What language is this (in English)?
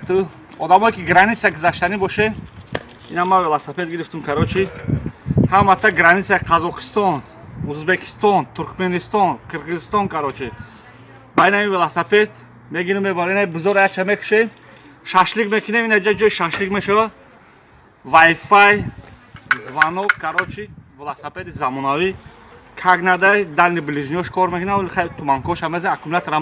Tajik